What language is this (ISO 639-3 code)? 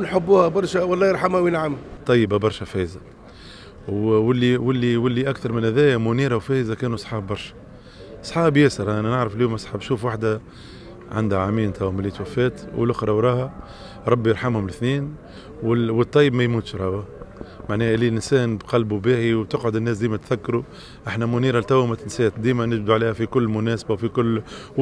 aeb